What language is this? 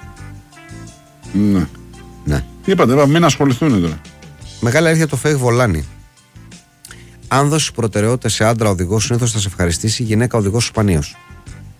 Greek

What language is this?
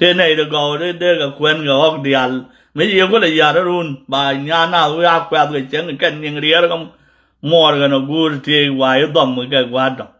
Nuer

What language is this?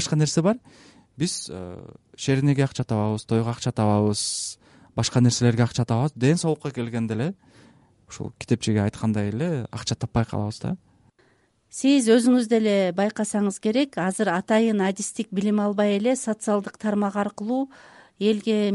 Kyrgyz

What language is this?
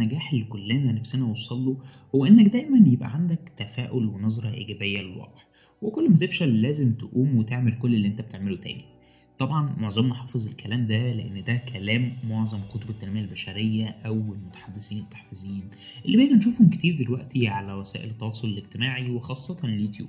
Egyptian Arabic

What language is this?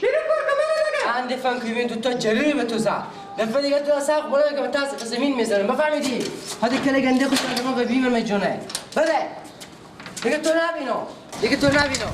Hazaragi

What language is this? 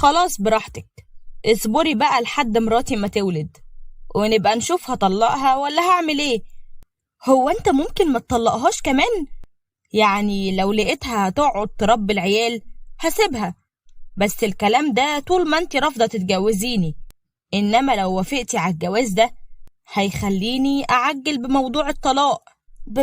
Egyptian Arabic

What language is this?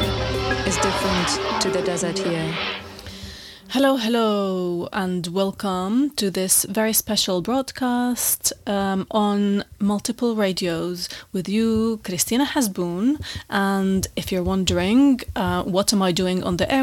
English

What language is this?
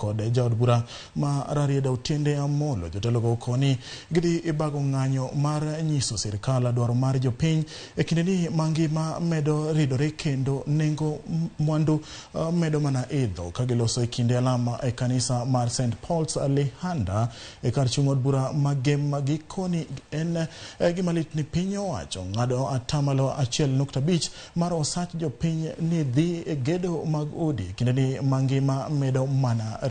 Luo (Kenya and Tanzania)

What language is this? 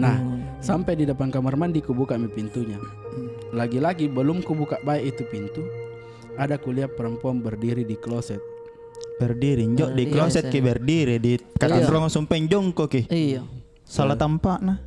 Makassar Malay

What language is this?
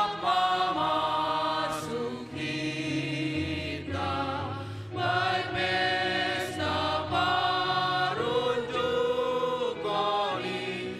Batak Simalungun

